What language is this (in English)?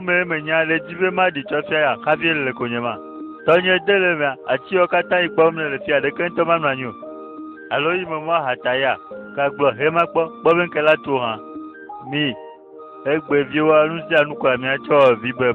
Ewe